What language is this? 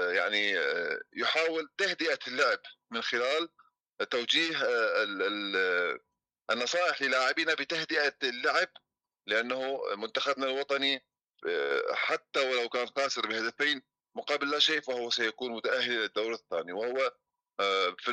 Mesopotamian Arabic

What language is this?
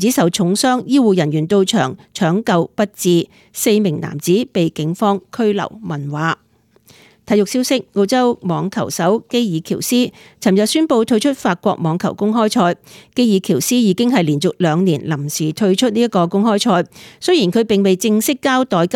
Cantonese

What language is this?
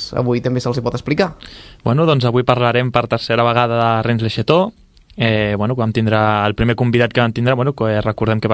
Catalan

